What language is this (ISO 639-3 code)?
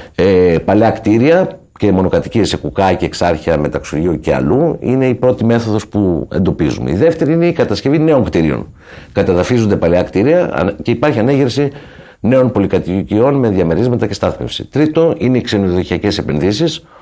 ell